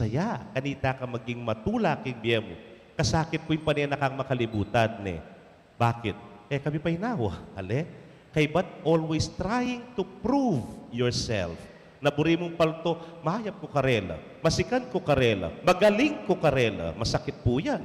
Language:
Pampanga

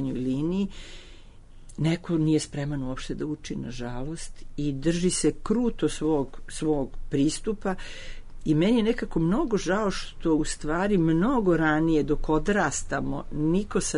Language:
Serbian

